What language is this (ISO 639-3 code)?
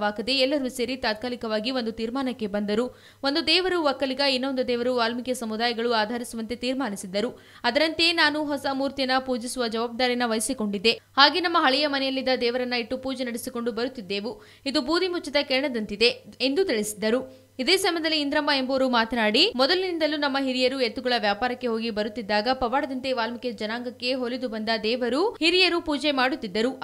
kan